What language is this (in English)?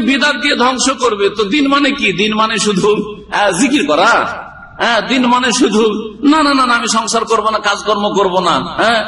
Bangla